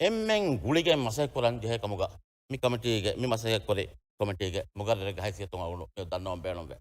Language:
Divehi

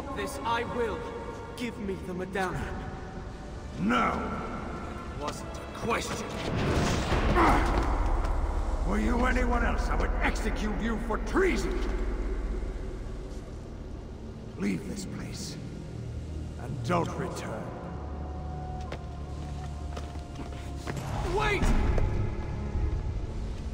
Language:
English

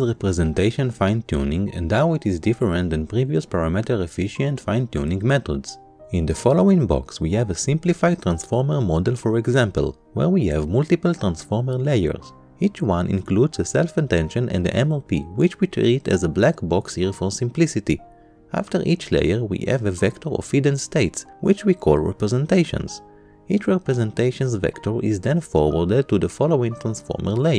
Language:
English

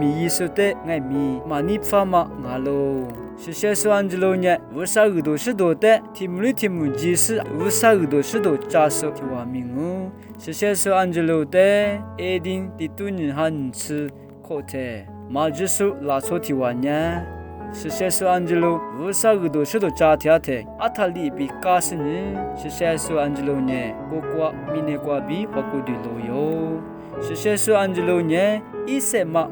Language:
Lisu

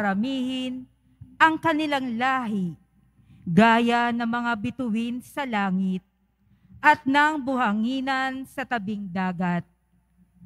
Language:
Filipino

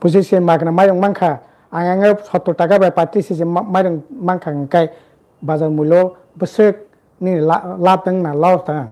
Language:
Kok Borok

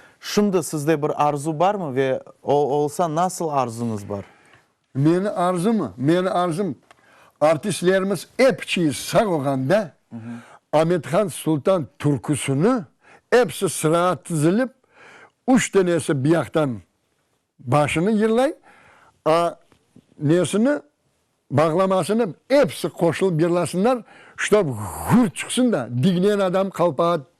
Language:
Crimean Tatar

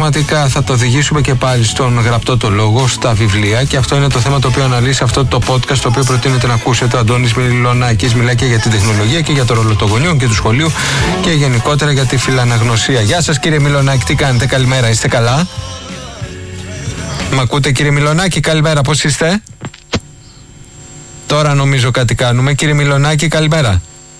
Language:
Greek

